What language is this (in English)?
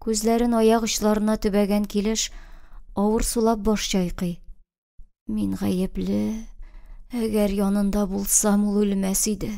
Tatar